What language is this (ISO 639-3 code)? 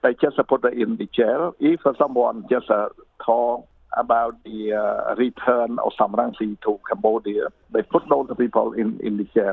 lao